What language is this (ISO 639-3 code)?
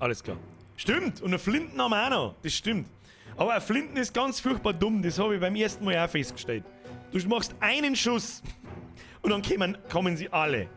bar